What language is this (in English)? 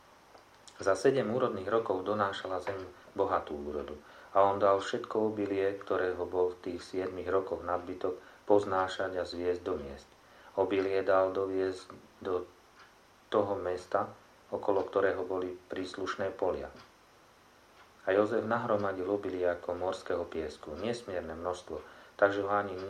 Slovak